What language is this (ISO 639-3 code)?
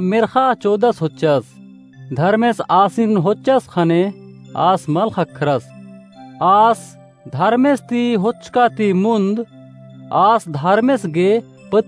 kru